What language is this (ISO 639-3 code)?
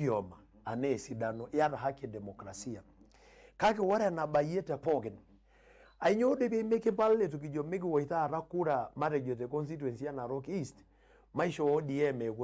mas